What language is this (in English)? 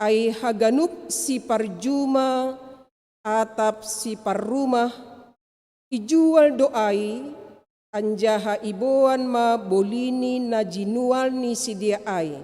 Batak Simalungun